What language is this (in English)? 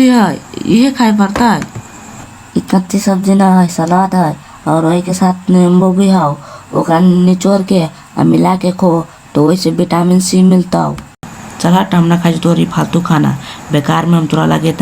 Maithili